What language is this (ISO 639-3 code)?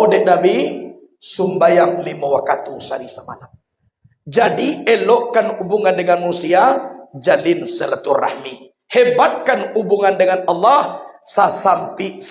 min